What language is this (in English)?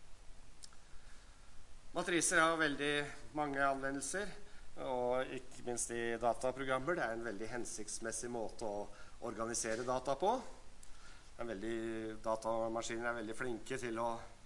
Norwegian